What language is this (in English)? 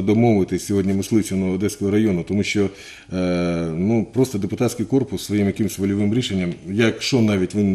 Ukrainian